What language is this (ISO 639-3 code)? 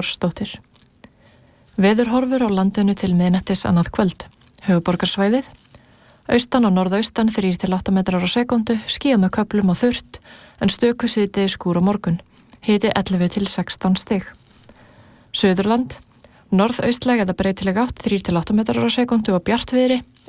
isl